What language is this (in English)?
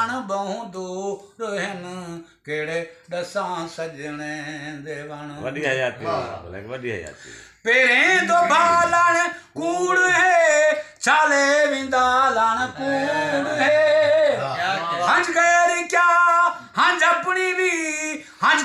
Saraiki